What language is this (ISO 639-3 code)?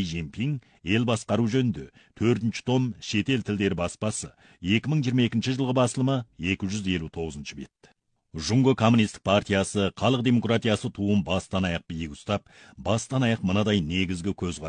kaz